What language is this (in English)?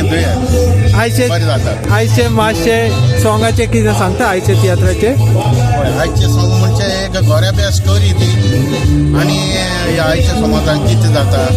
Konkani